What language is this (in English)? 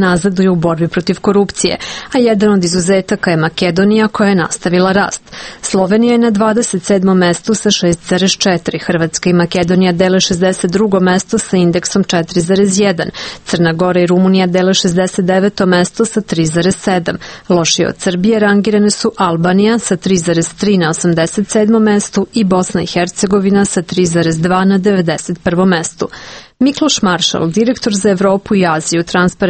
Serbian